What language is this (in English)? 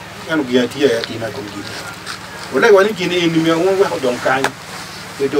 Acoli